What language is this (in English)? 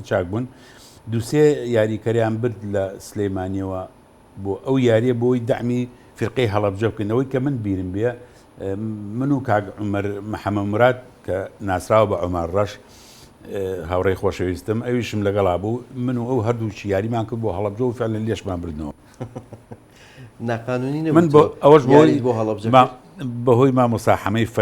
Central Kurdish